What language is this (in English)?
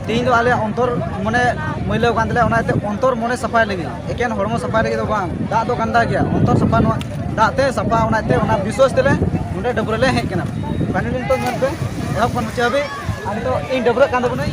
Santali